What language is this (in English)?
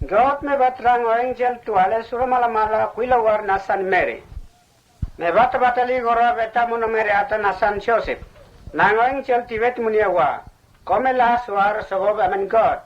Mota